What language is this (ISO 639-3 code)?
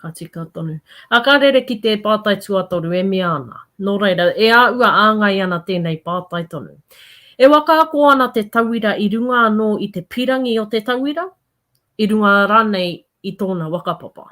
mri